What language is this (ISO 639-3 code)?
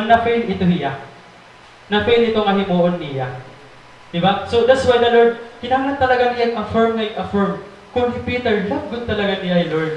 war